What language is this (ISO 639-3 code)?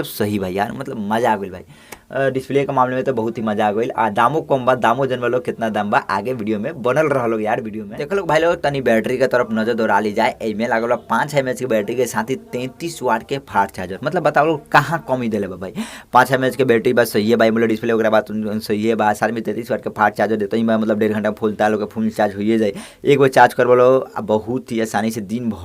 bho